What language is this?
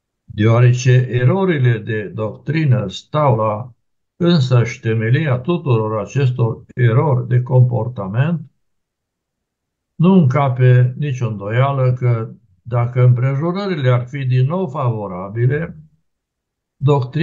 Romanian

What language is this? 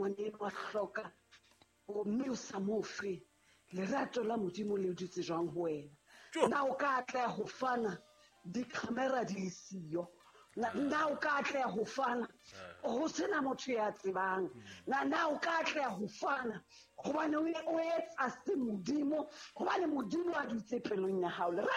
Southern Sotho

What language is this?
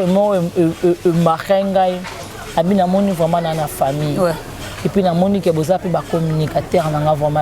Lingala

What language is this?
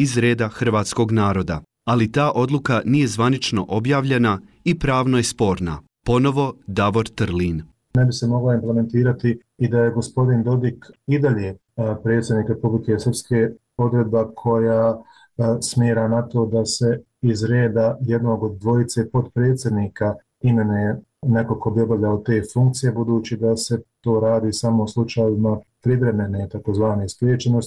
Serbian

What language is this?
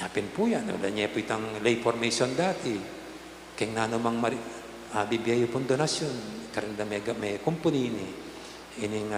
Pampanga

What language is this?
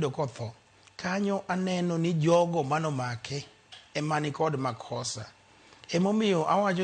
Luo (Kenya and Tanzania)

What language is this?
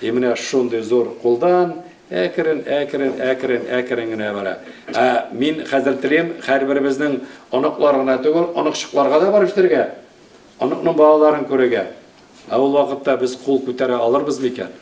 Tatar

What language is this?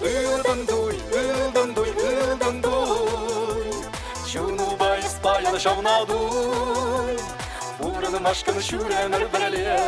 Chuvash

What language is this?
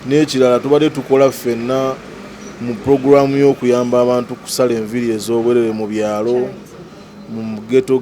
Ganda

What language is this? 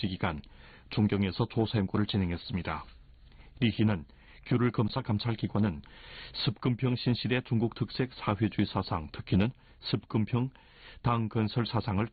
Korean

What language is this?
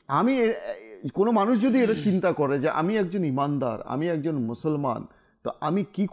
Bangla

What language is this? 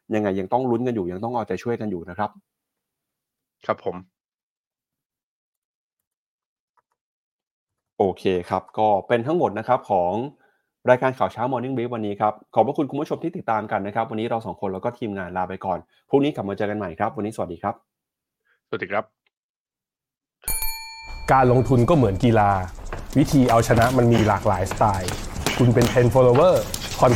Thai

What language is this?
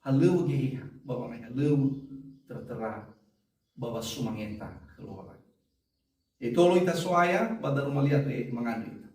Nias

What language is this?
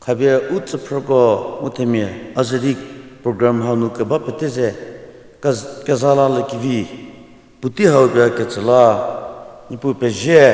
Angami Naga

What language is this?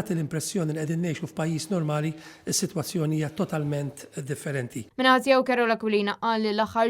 Maltese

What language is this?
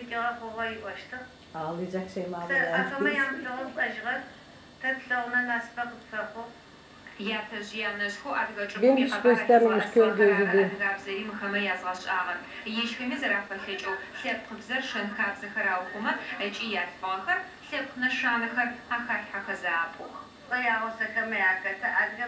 Adyghe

